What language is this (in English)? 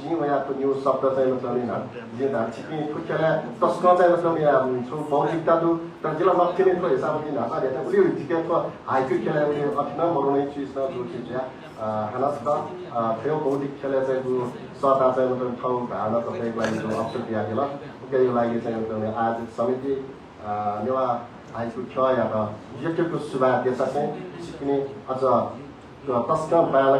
Newari